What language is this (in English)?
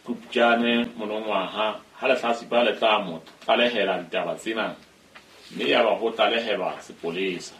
Southern Sotho